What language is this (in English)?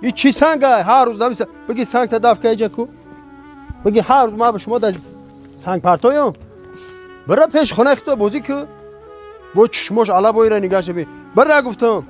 Tajik